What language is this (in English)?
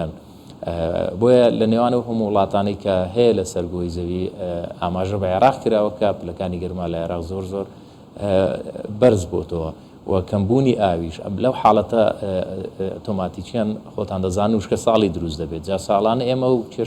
Central Kurdish